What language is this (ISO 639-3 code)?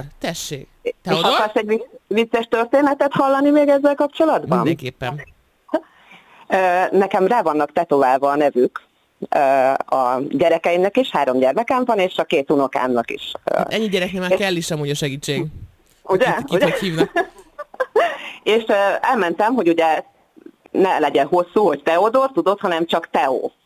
hun